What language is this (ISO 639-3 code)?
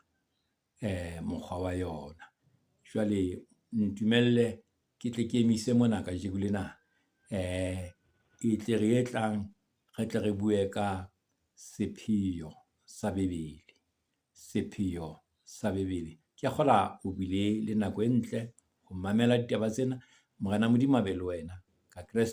sot